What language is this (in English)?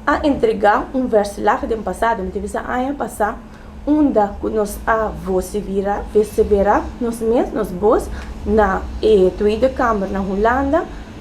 Papiamento